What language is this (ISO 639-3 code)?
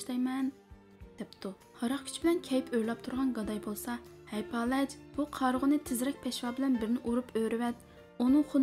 uig